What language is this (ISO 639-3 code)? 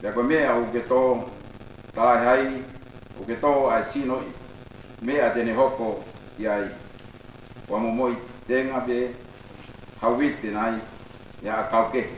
ton